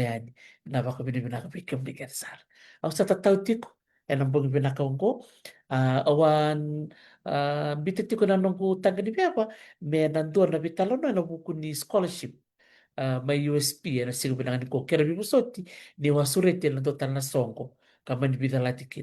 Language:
Fijian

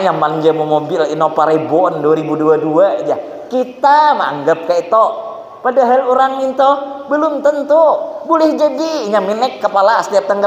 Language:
Banjar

